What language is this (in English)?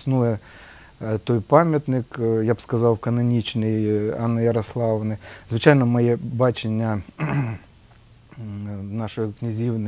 Ukrainian